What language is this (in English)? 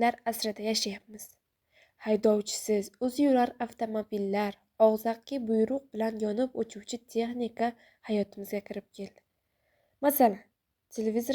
Uzbek